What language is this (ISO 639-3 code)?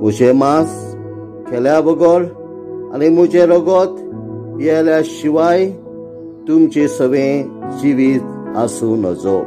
kok